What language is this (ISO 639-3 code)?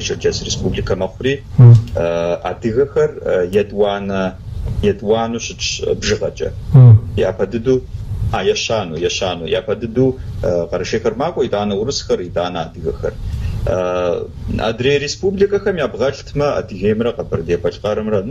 kbd